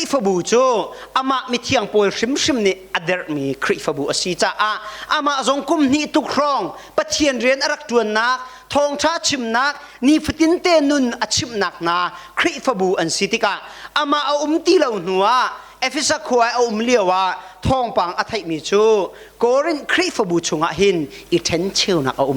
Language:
Hakha Chin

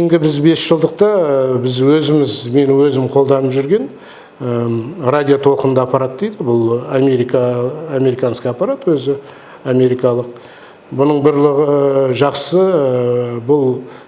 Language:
Kazakh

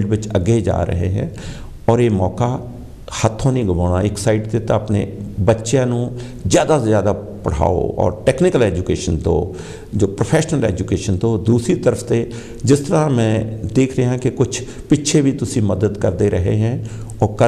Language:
Punjabi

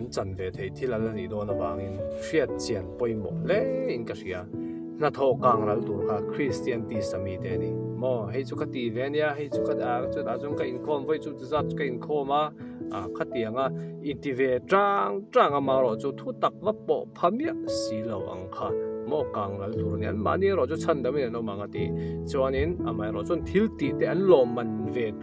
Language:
Mizo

